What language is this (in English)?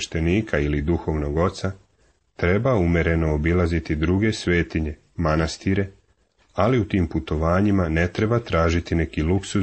Serbian